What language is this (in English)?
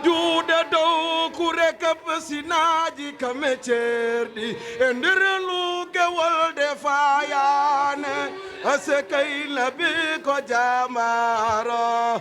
Fula